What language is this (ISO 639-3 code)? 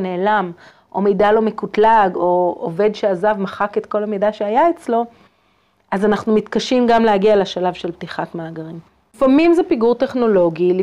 heb